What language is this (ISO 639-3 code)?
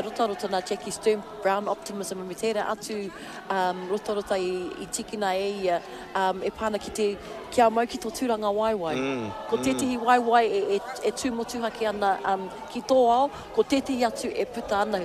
mri